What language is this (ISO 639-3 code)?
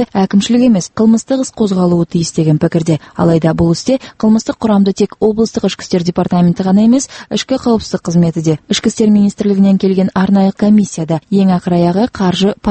kaz